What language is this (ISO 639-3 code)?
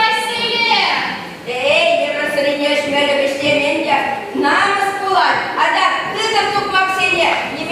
chv